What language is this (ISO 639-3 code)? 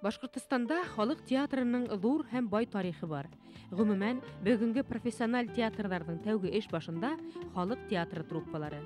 bak